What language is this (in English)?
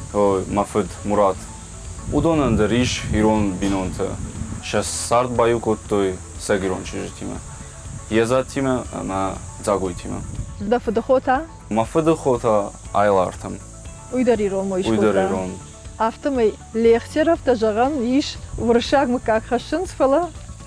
Ossetic